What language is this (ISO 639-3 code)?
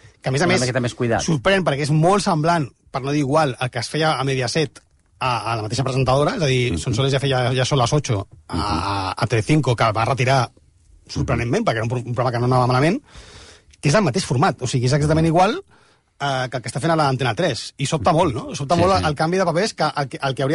cat